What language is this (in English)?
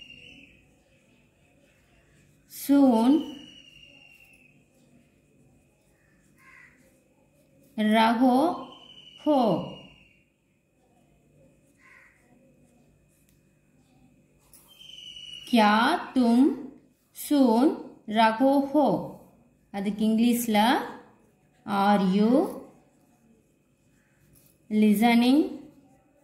Tamil